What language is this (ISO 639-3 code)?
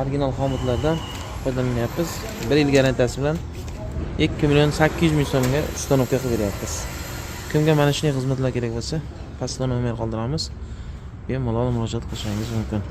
uzb